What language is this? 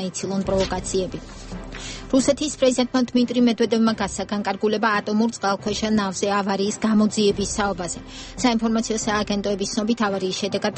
Georgian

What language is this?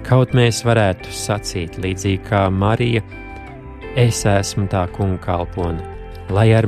Latvian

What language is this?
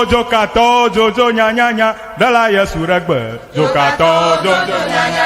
Ewe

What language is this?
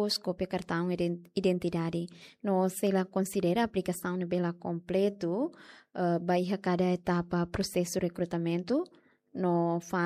Tetum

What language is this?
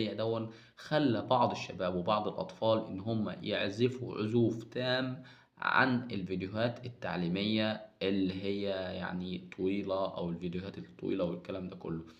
Egyptian Arabic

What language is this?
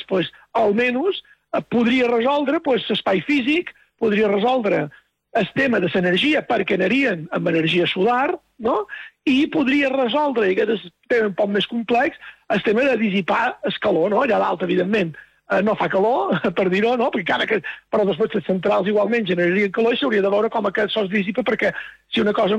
Catalan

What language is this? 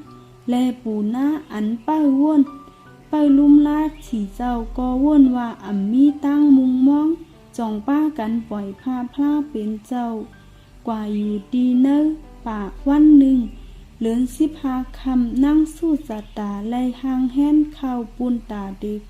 Shan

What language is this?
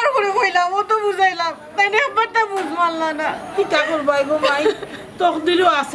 Sylheti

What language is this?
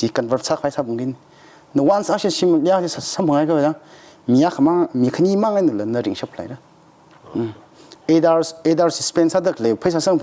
Tangkhul Naga (India)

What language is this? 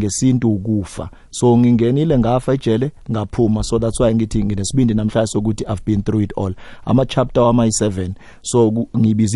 South Ndebele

